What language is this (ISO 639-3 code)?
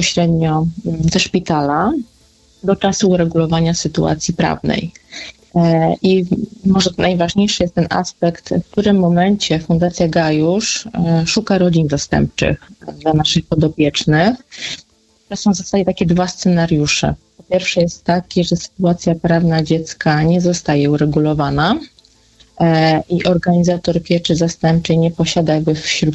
pol